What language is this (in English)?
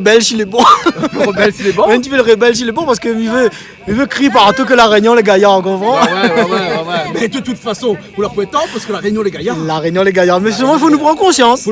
Réunion Creole French